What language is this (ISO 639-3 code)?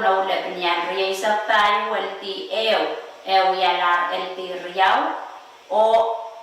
pon